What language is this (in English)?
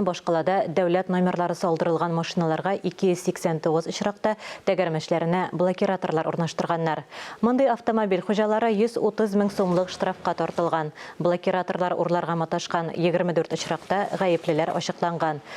Tatar